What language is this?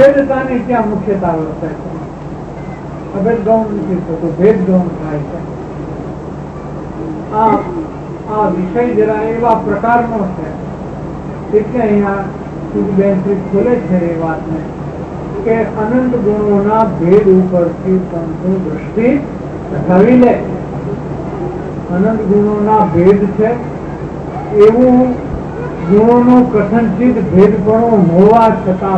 Gujarati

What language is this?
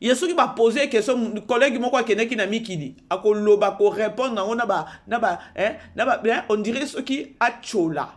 Lingala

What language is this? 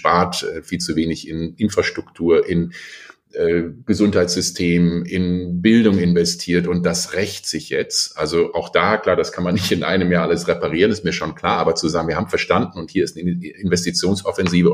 German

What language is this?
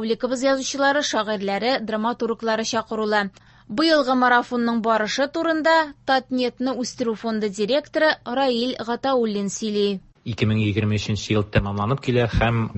Tatar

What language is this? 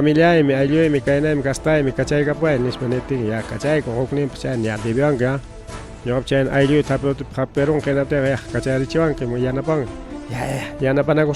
Ayacucho Quechua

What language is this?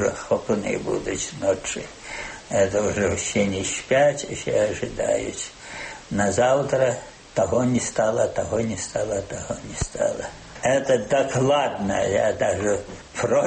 Belarusian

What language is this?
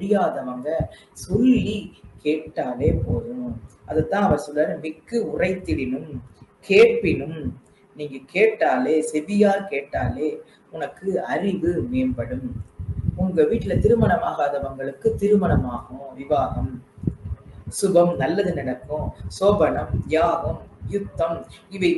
Tamil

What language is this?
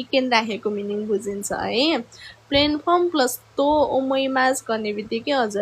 Nepali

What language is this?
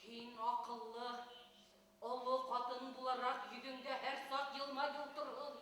Bashkir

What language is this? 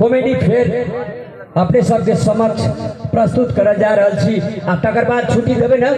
Maithili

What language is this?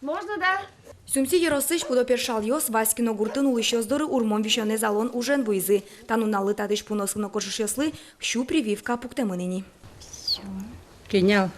Udmurt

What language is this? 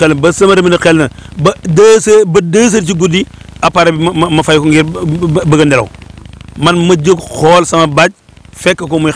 Wolof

